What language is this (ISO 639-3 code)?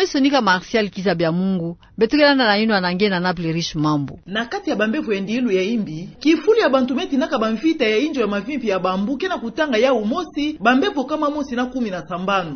ktu